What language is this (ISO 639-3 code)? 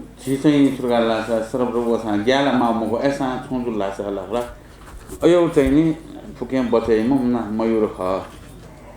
new